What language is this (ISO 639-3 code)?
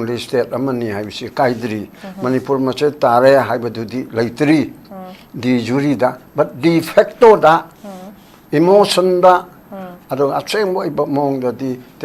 mni